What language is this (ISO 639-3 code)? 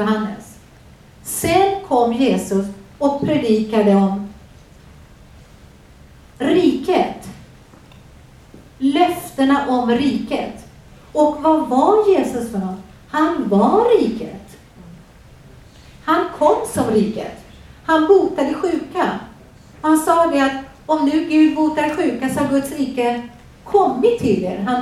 swe